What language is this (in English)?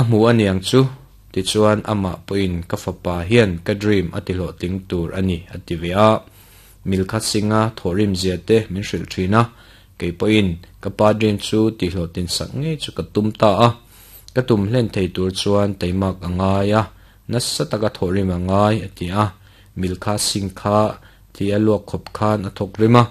Mizo